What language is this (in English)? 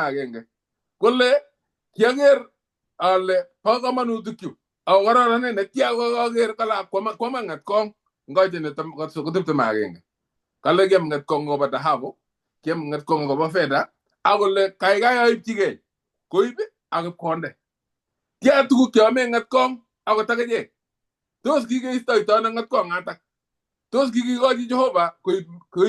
Kalenjin